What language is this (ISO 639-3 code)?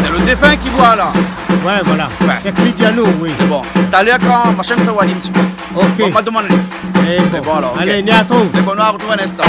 rcf